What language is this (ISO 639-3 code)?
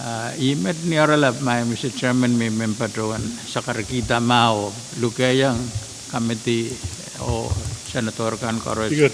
pon